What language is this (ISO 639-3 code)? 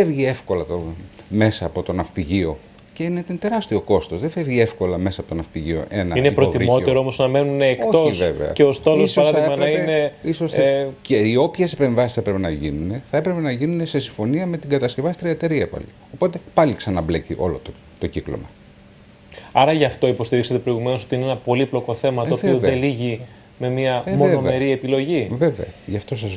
ell